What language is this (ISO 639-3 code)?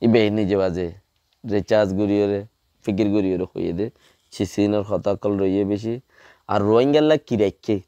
rhg